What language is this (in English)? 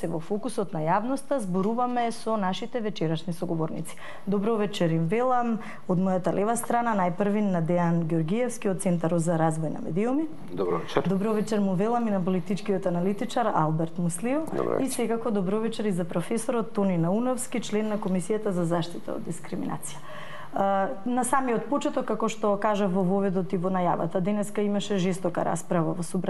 Macedonian